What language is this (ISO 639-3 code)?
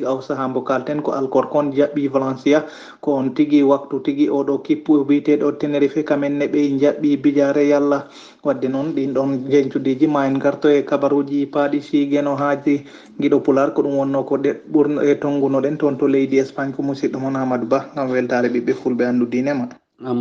ful